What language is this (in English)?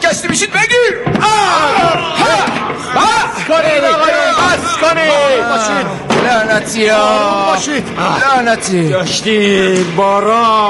Persian